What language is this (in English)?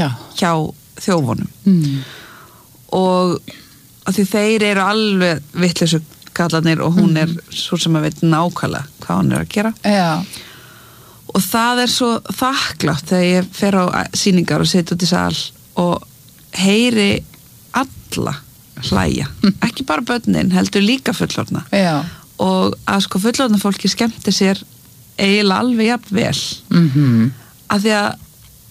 Icelandic